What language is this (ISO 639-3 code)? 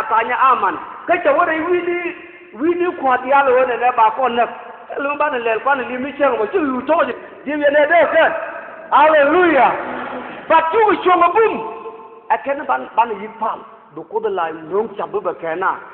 nus